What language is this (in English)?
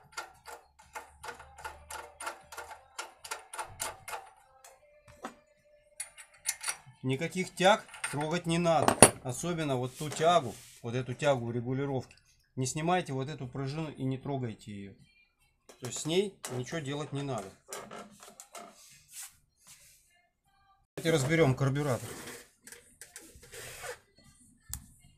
Russian